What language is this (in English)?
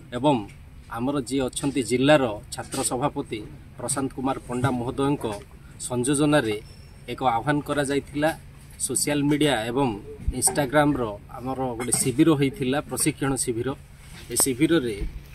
Odia